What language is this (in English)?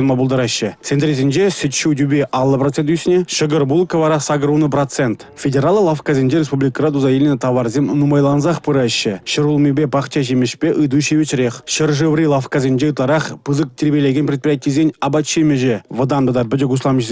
Chuvash